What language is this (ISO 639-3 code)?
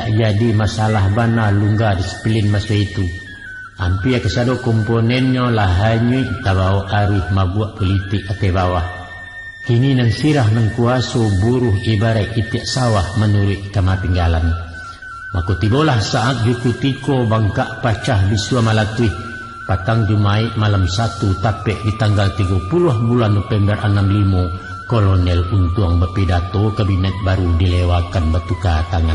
min